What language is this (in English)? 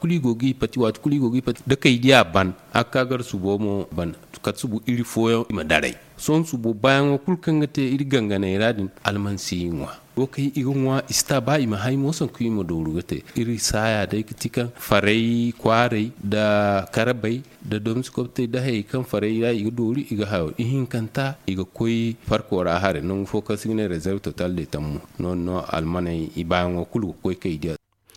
Zarma